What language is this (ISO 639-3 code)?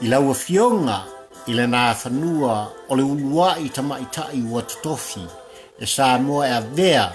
smo